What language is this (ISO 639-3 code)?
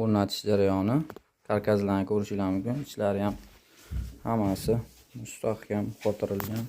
uzb